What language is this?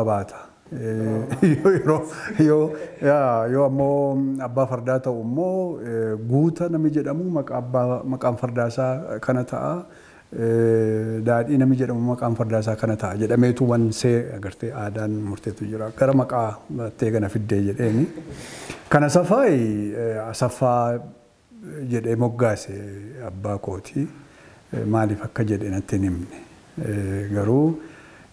Oromo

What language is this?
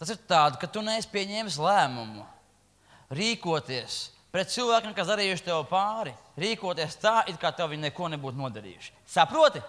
Latvian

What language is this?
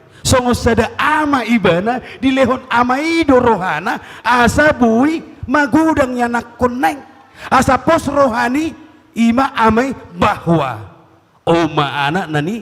Batak Toba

